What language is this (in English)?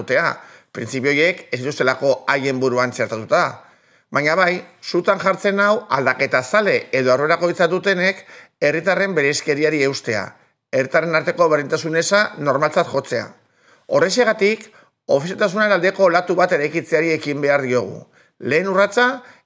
Basque